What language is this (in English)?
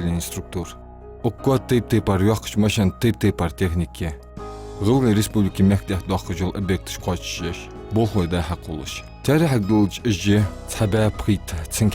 Ingush